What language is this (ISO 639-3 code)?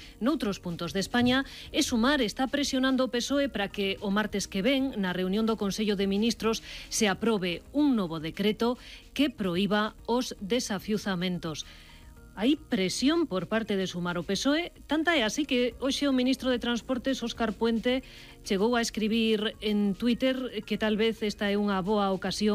glg